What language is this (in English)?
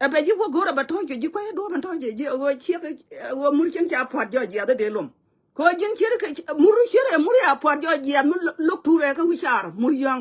Nuer